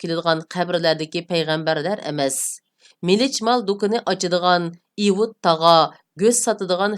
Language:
Uyghur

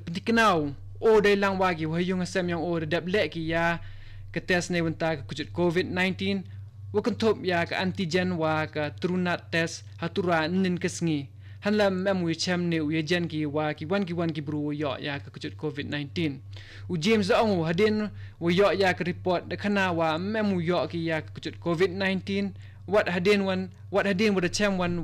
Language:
Khasi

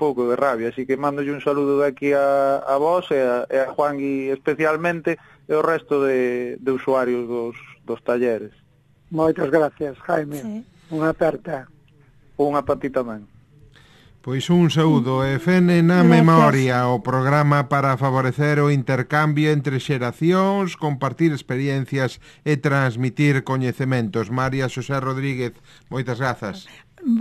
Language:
Galician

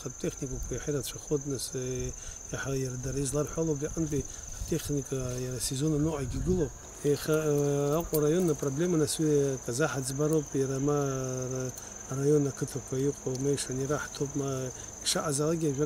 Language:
Abkhazian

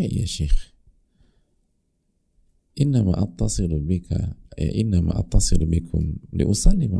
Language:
Indonesian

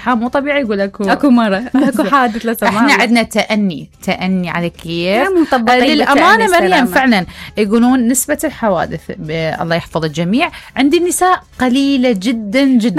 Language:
Mesopotamian Arabic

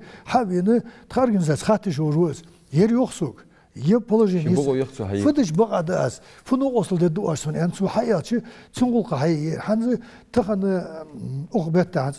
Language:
Ingush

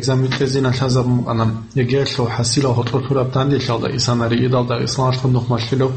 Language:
Avaric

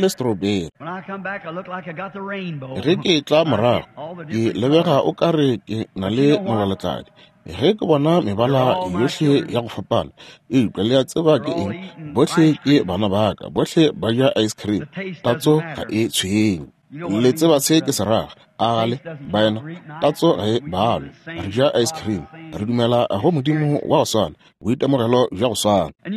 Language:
Northern Sotho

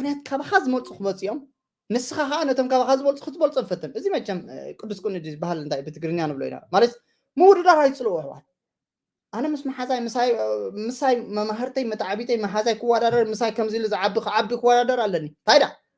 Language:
Tigrinya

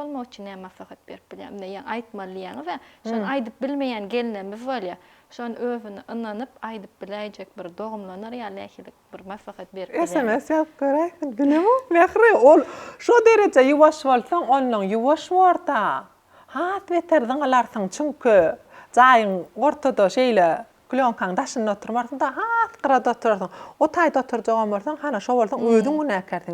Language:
Turkmen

